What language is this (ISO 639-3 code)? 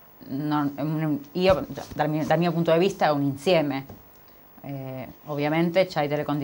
ita